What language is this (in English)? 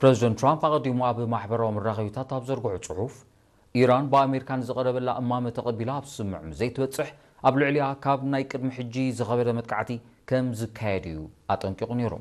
Tigrinya